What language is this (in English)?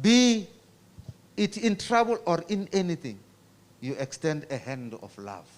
Venda